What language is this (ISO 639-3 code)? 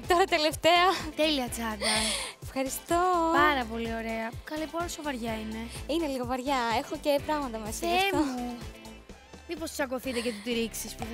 ell